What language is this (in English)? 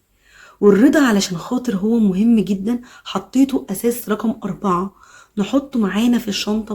Egyptian Arabic